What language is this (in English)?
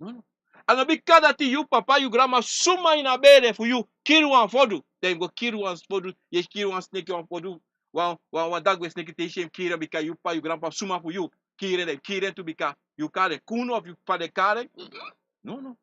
Sranan Tongo